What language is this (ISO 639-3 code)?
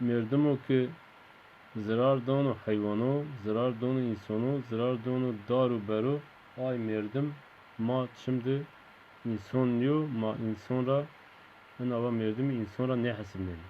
zza